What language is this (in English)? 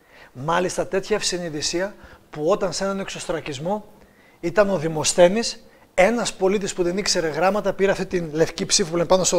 Greek